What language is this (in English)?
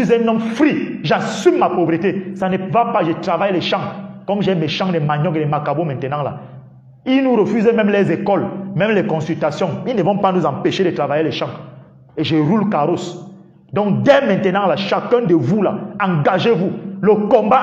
French